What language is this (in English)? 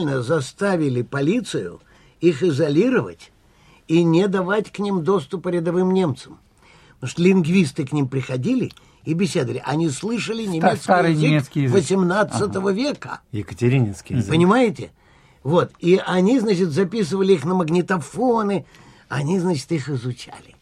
Russian